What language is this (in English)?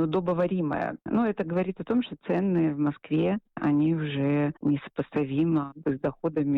Russian